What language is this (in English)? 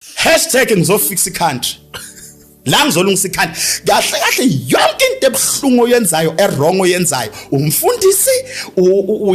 Zulu